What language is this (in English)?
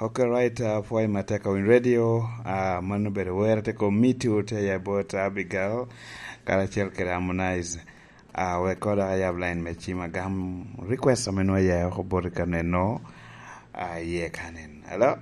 Lango (Uganda)